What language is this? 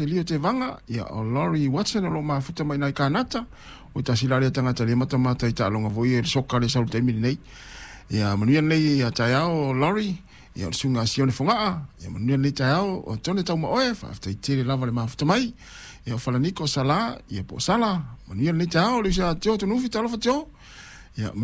Samoan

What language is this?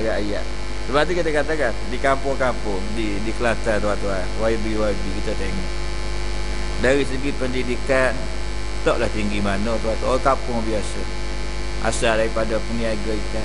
Malay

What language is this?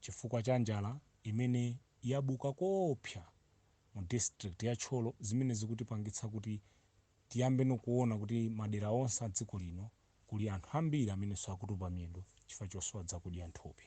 Nyanja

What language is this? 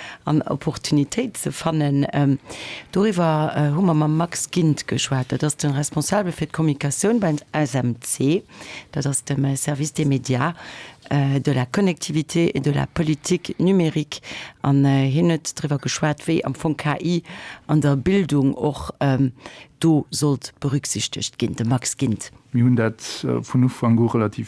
Luxembourgish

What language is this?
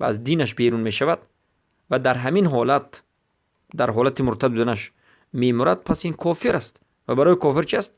Persian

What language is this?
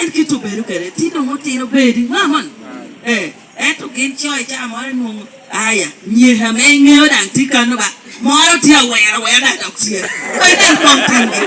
Lango (Uganda)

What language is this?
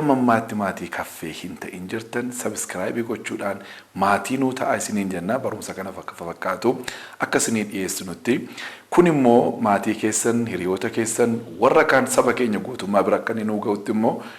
Oromo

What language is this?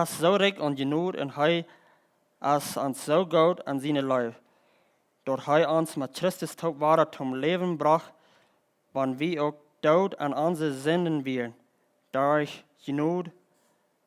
Plautdietsch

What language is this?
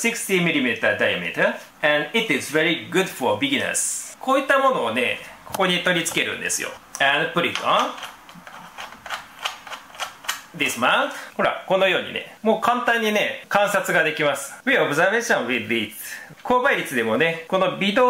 Japanese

